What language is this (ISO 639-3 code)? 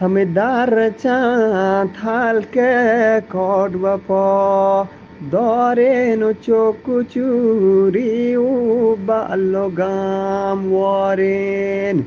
bgp